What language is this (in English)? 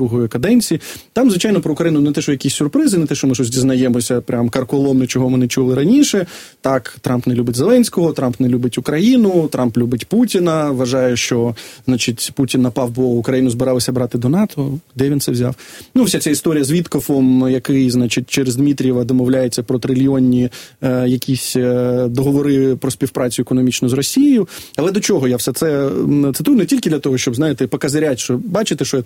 Ukrainian